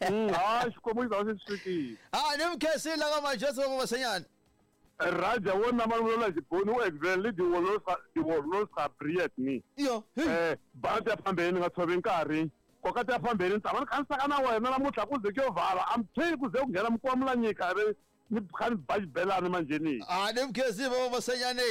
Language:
Tsonga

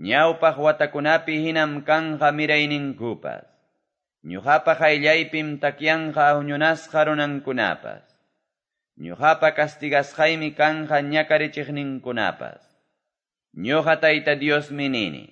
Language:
Quechua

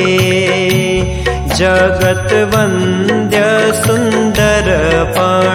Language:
Gujarati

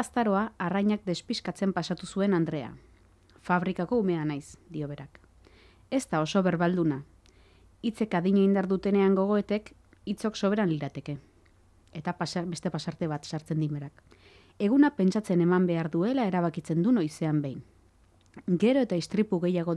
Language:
Basque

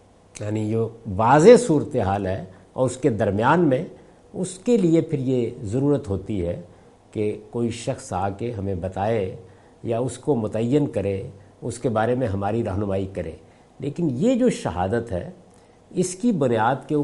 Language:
Urdu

